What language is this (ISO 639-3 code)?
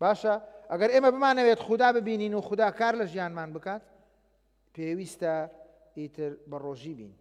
ckb